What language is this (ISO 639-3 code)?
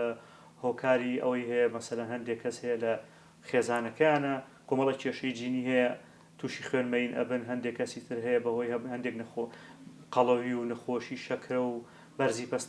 ckb